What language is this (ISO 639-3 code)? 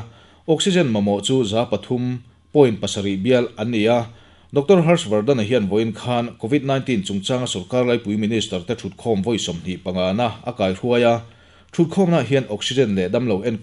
lus